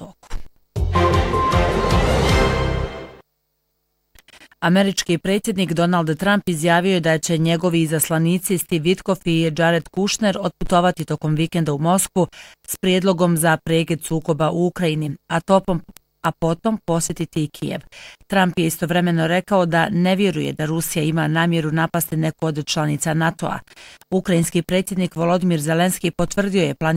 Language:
Bosnian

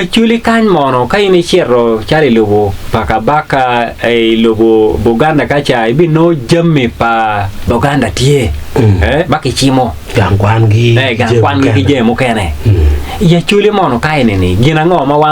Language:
Acoli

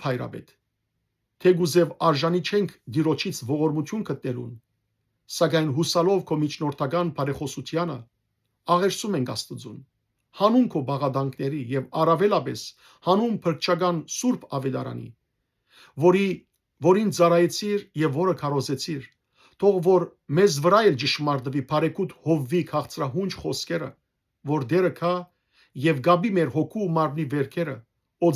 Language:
Western Armenian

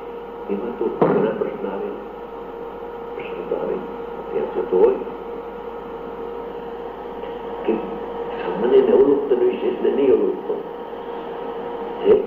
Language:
Gujarati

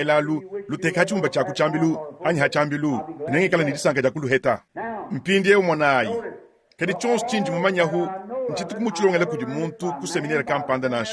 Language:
Luba-Lulua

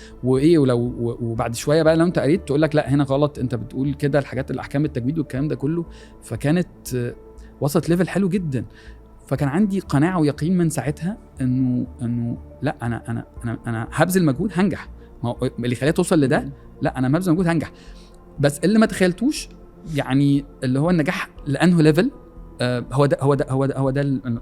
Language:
Egyptian Arabic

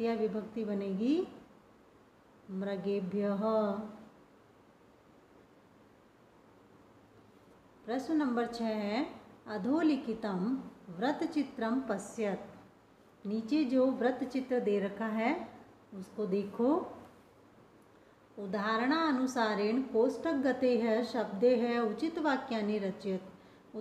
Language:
Hindi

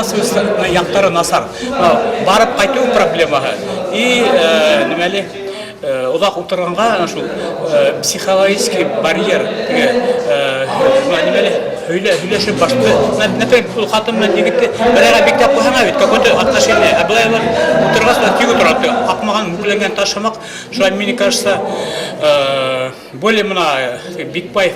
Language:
Bashkir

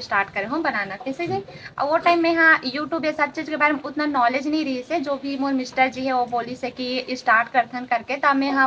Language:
Chhattisgarhi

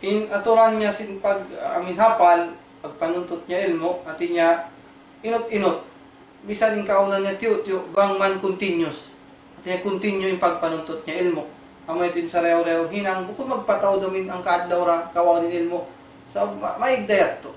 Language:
Tausug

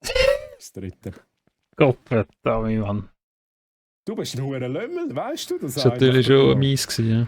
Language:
Swiss German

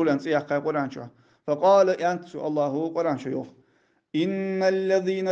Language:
Ingush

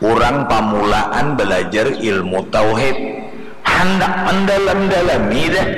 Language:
Banjar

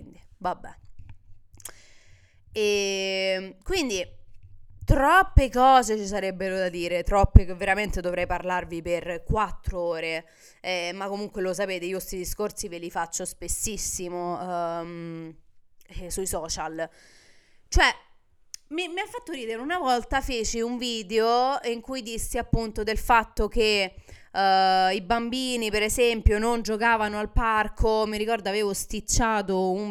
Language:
Italian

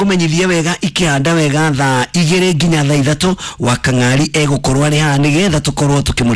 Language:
Kikuyu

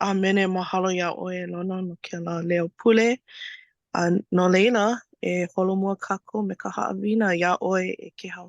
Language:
Hawaiian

